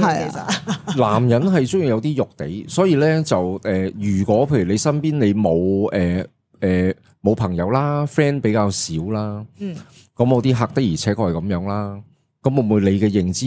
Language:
Cantonese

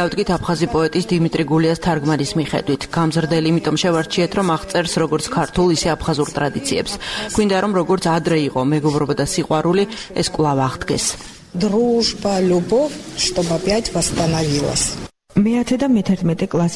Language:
Georgian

